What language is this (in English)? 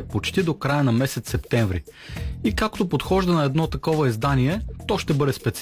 Bulgarian